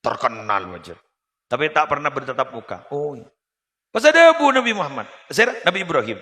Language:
Madurese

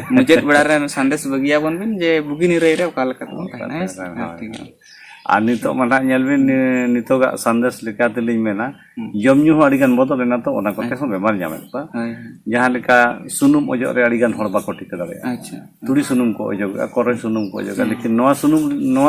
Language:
Santali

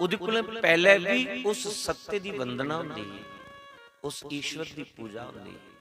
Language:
Dogri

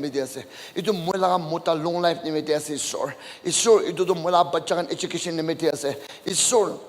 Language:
Naga Pidgin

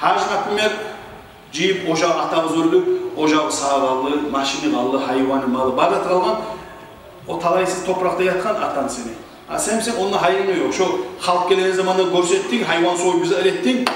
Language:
Kumyk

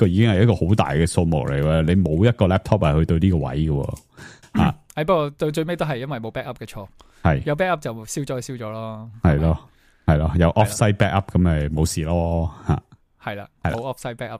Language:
Cantonese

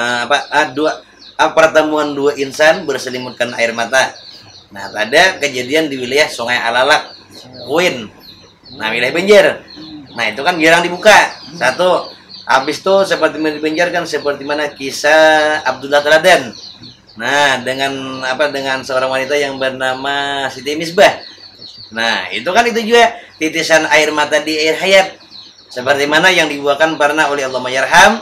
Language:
Banjar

